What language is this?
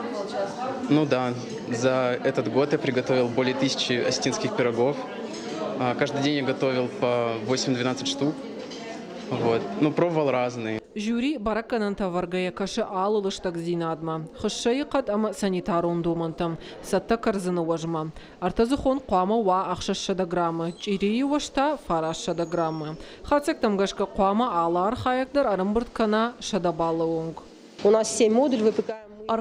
Ossetic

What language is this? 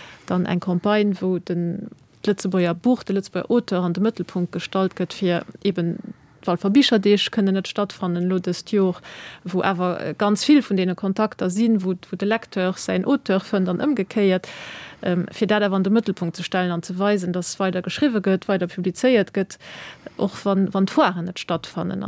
Luxembourgish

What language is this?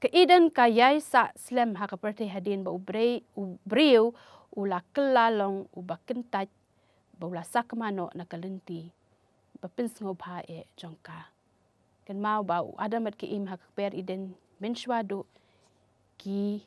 Khasi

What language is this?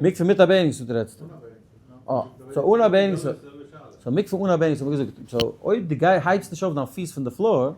Yiddish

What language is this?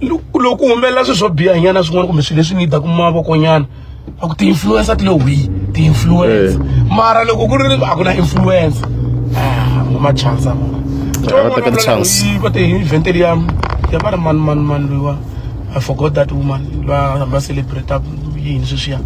Tsonga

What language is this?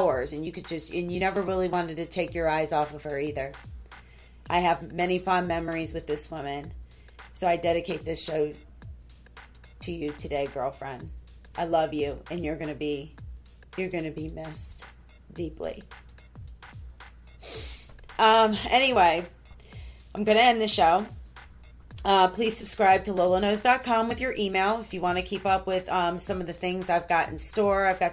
English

